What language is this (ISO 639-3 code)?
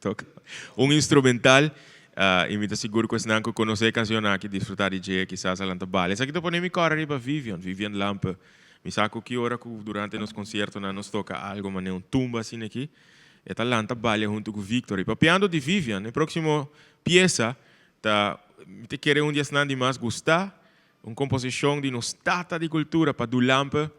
pap